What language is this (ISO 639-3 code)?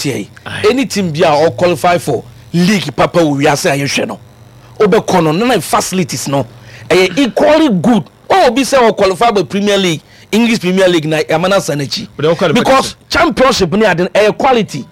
aka